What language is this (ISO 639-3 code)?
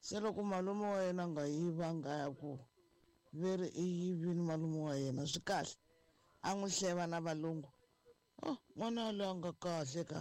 tso